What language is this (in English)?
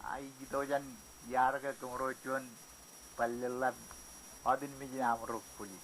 Marshallese